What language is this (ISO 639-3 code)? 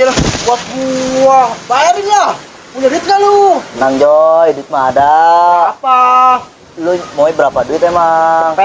bew